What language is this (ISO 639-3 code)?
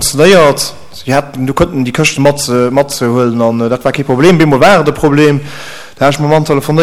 ltz